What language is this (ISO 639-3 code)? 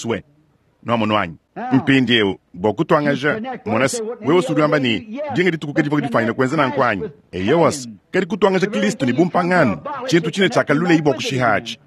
lua